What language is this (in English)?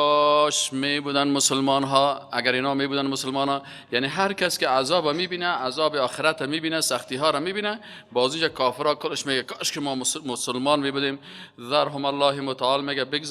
Tajik